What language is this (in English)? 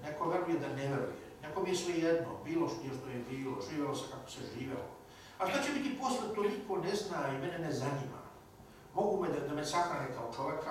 Serbian